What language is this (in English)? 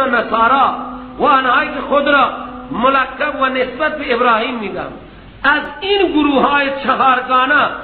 Persian